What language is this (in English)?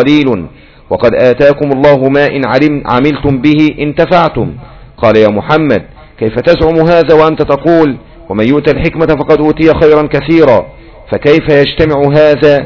Arabic